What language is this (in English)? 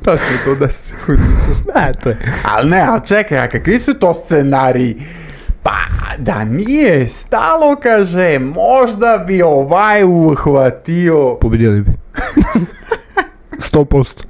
Serbian